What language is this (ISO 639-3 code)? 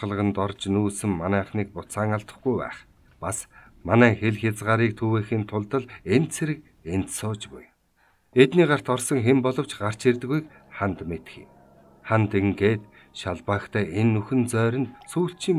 mon